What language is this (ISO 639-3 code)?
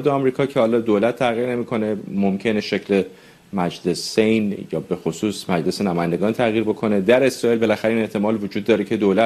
fas